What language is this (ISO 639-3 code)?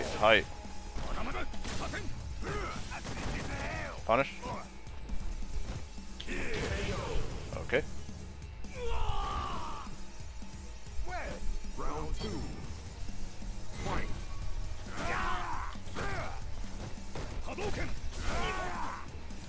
eng